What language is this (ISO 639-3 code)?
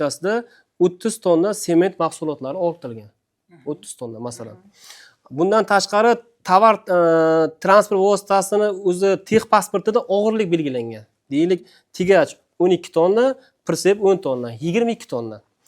uzb